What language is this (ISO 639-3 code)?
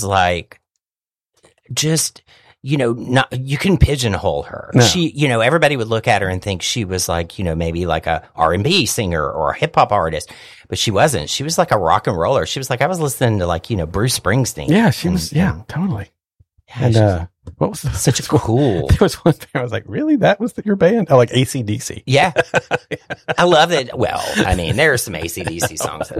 eng